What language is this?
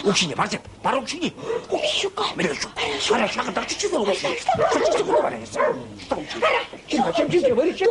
Chuvash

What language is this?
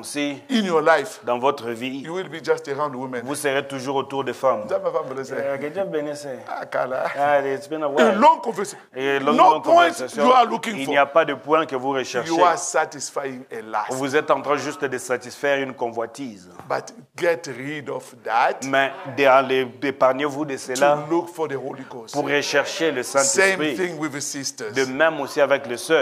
French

